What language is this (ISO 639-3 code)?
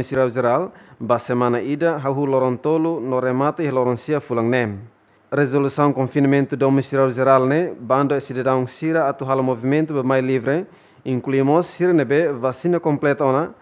tet